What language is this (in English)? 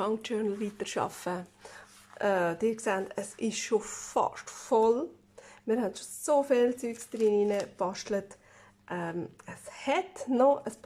Swiss German